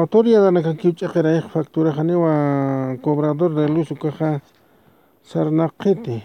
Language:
Aymara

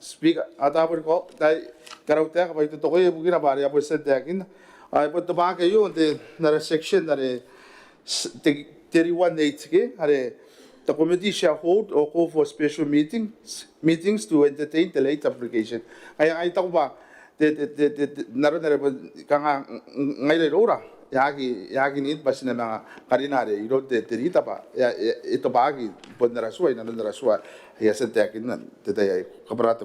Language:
Gilbertese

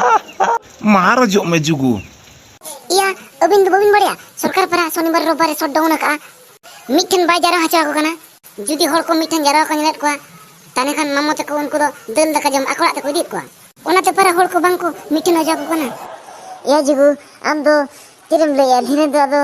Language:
Santali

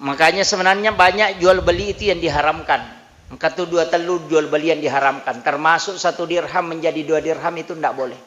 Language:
Buginese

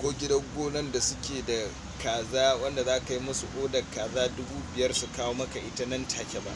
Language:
Hausa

